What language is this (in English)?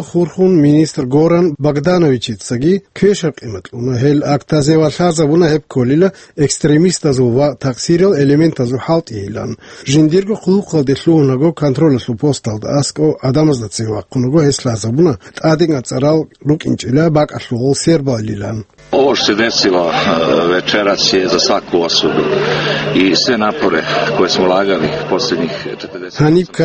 Avaric